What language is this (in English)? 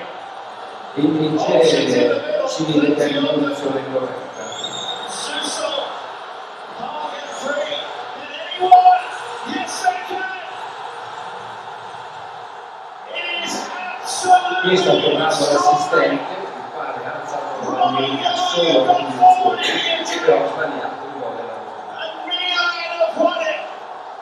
Italian